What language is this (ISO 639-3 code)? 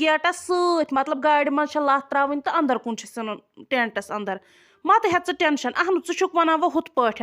kas